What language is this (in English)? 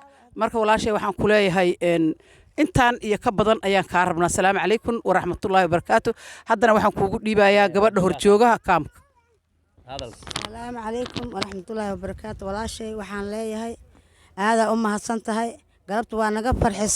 Somali